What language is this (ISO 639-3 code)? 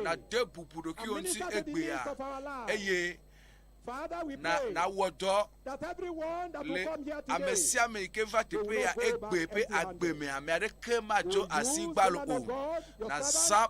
ewe